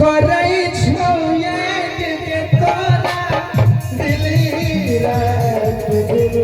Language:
Maithili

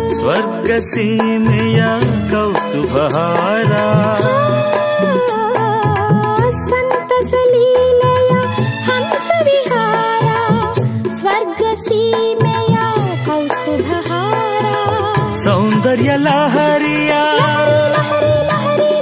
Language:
Kannada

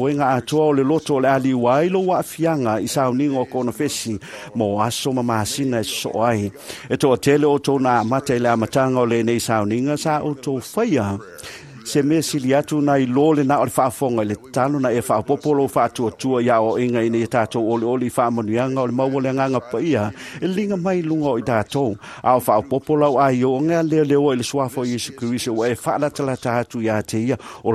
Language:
Samoan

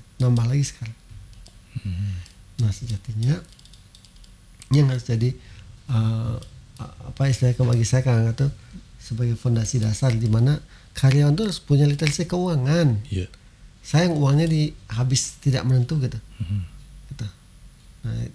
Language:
Indonesian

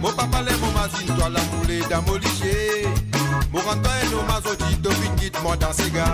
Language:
Morisyen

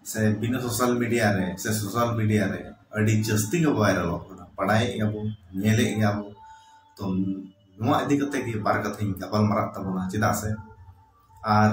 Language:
Santali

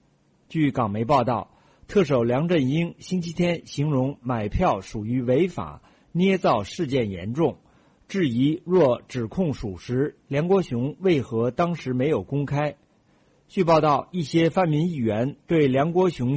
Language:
Chinese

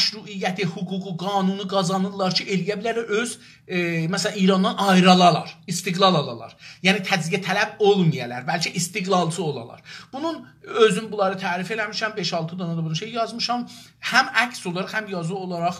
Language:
South Azerbaijani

